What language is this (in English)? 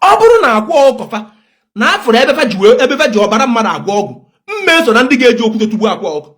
Igbo